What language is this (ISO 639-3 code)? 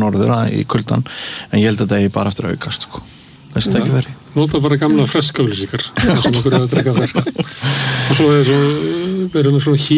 isl